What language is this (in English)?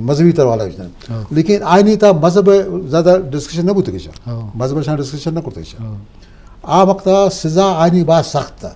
Eastern Balochi